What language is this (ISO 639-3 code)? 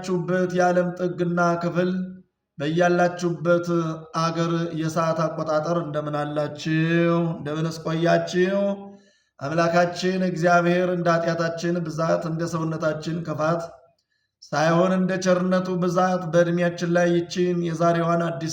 amh